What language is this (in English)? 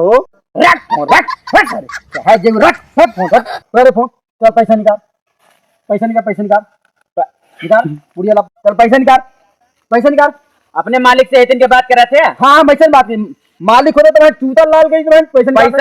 Awadhi